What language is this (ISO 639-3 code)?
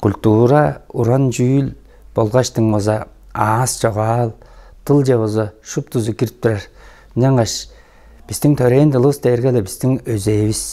tyv